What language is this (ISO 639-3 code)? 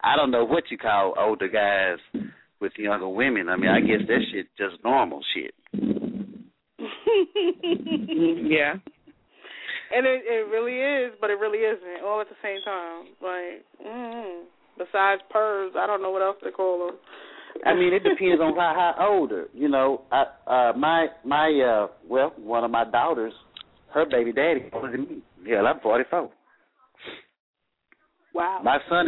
eng